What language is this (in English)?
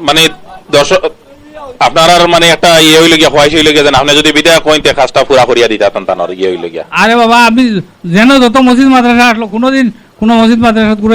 Sylheti